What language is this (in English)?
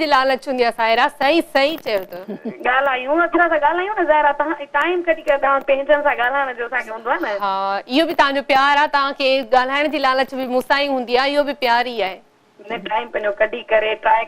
Sindhi